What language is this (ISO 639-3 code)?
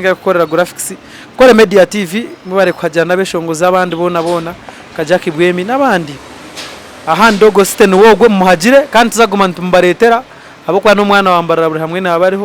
nyn